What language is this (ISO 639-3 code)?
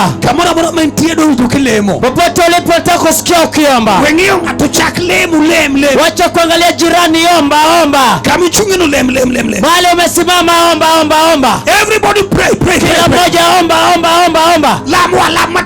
luo